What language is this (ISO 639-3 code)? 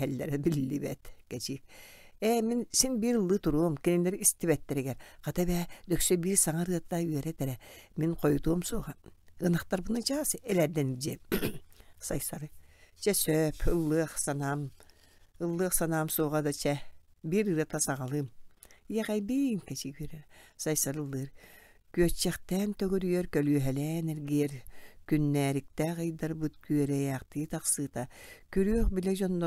sah